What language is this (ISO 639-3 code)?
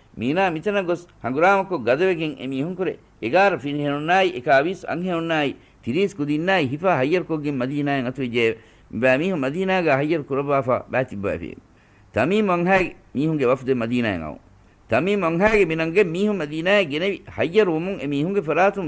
div